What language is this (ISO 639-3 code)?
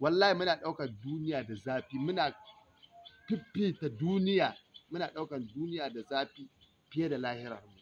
hau